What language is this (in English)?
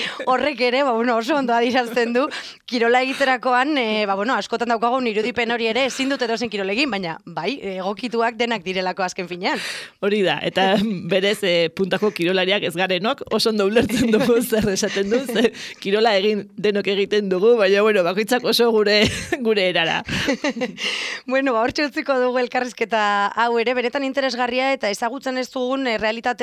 Basque